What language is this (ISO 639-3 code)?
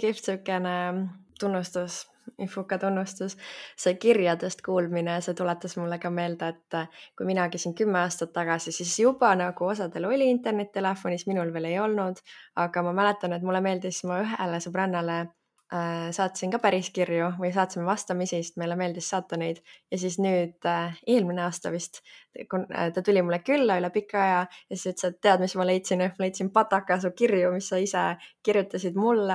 est